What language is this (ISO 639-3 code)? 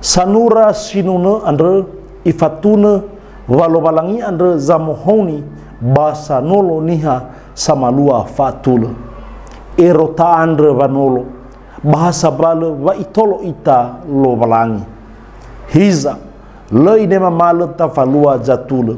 nia